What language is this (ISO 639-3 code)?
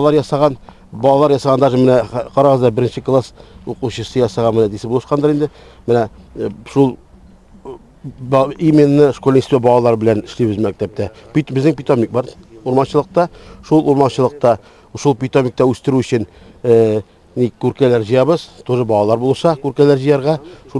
tat